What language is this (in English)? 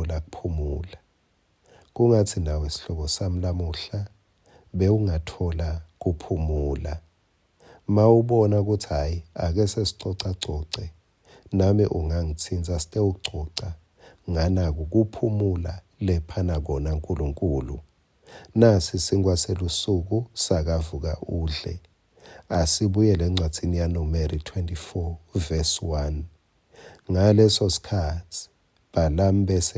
Swati